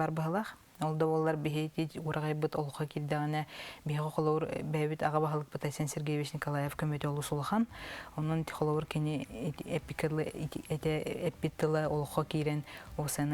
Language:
Yakut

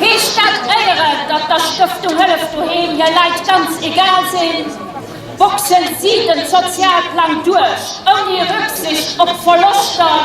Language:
Luxembourgish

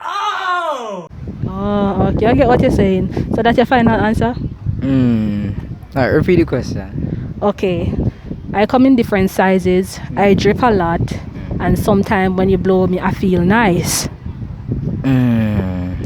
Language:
Jamaican Creole English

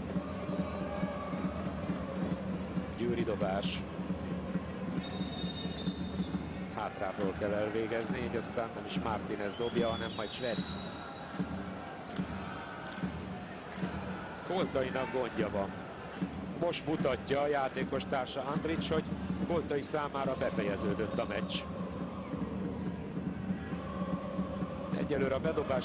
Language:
Hungarian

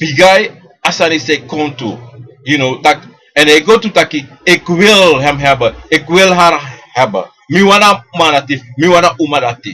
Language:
Sranan Tongo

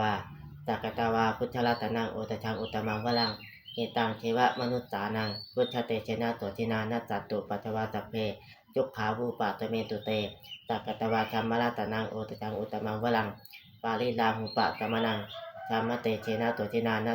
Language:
Pali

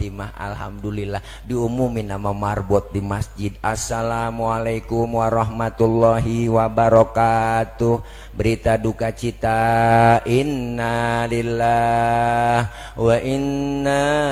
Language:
Betawi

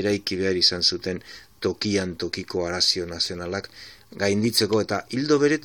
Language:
Basque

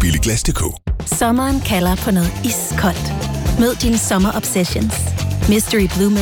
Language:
Danish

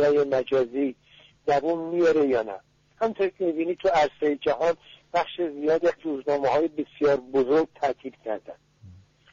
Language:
Persian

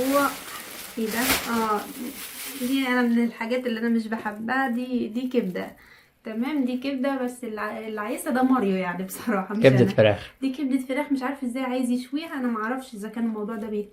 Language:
Egyptian Arabic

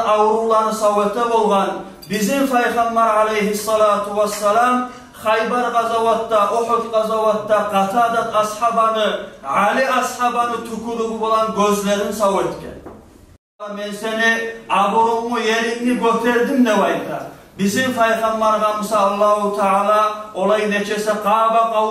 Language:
Kumyk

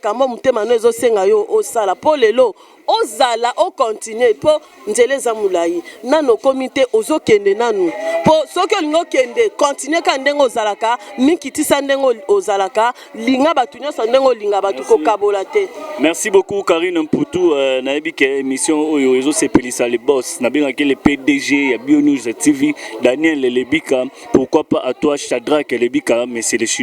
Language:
Lingala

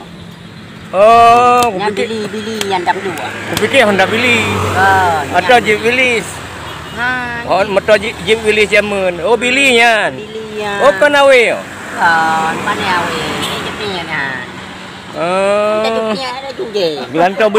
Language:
Achinese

